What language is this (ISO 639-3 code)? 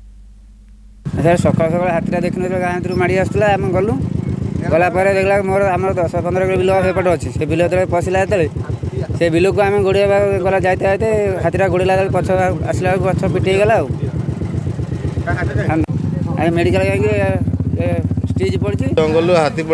ori